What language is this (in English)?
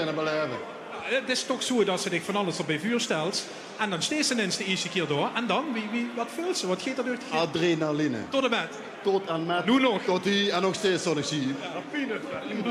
Limburgish